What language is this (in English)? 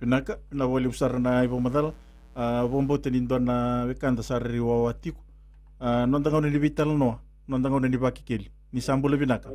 Fijian